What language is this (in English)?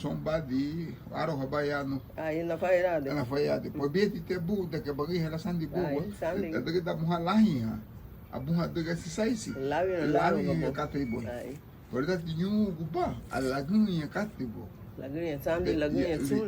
Garifuna